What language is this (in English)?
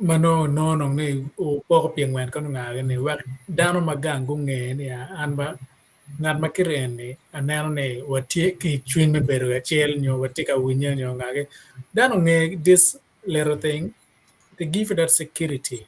Acoli